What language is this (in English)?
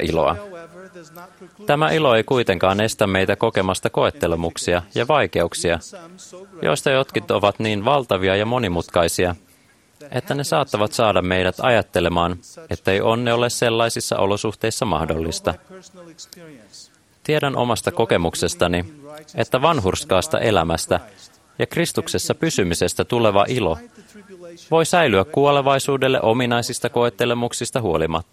Finnish